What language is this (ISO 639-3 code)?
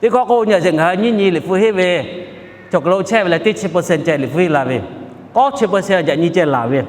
lhu